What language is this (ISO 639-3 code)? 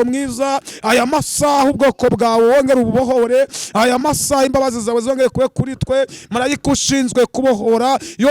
kin